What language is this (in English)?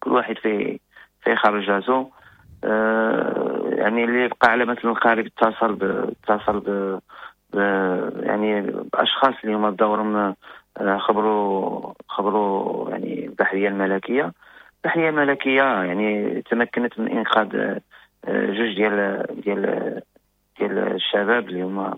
Moroccan Arabic